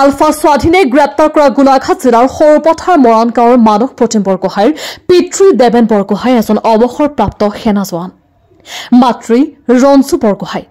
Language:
Assamese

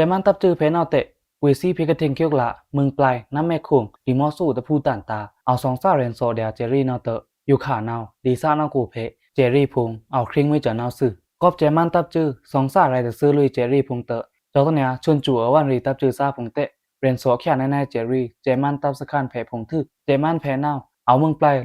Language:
Pa'o Karen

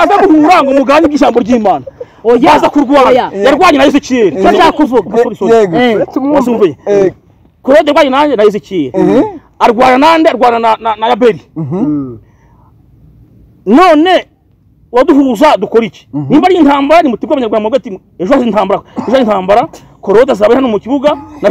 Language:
Kinyarwanda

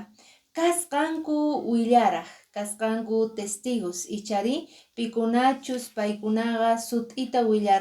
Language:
Quechua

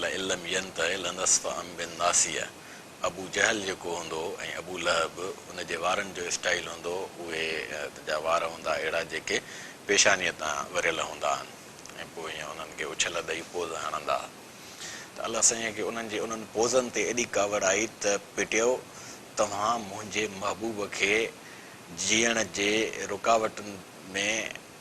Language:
Sindhi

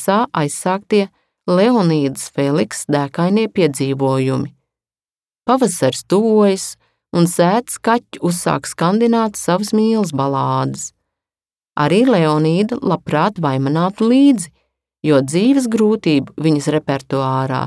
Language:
Latvian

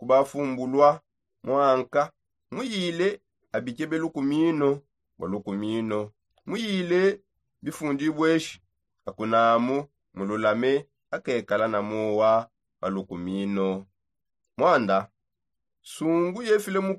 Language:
Songe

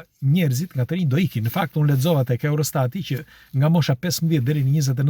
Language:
Albanian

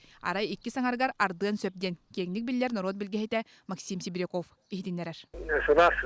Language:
Yakut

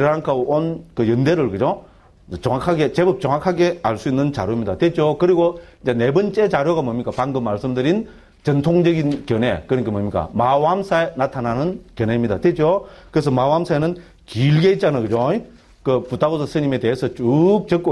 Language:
Korean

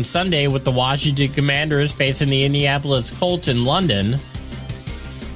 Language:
English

